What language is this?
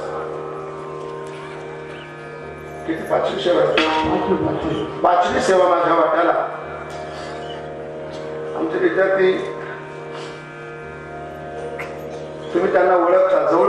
Marathi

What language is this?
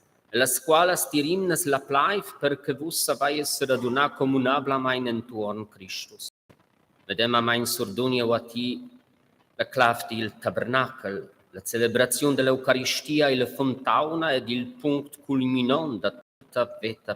Romansh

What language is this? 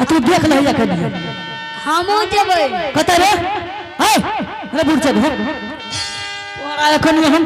Angika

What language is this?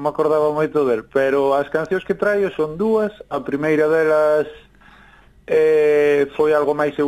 Galician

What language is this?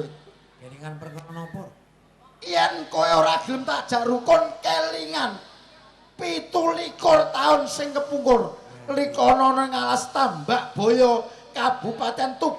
Javanese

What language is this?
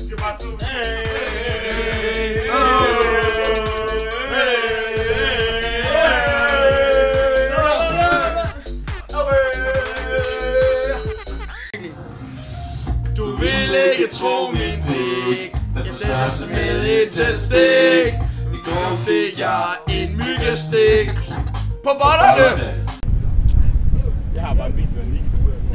Danish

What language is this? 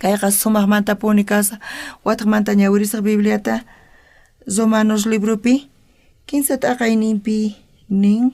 South Bolivian Quechua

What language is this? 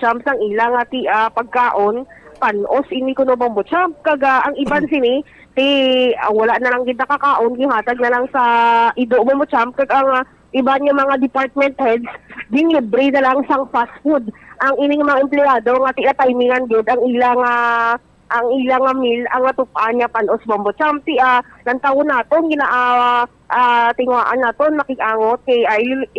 Hiligaynon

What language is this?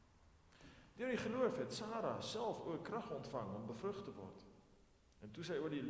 Afrikaans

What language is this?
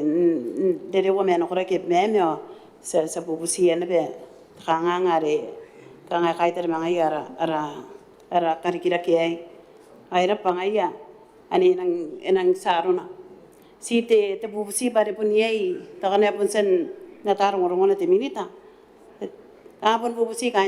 Gilbertese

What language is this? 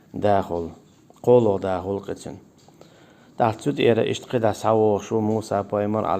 Chechen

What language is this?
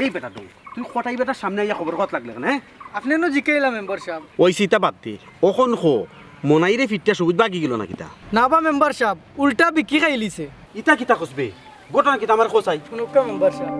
Sylheti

